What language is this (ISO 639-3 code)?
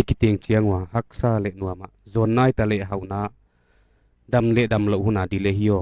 pck